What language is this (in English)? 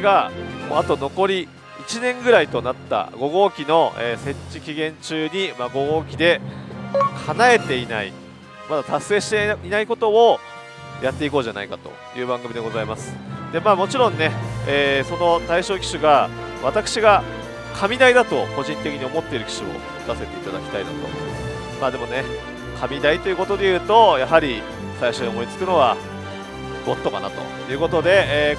Japanese